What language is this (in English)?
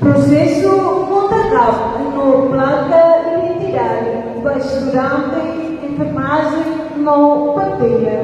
Tetum